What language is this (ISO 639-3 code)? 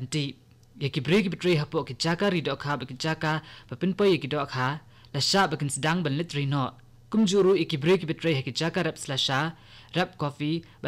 kha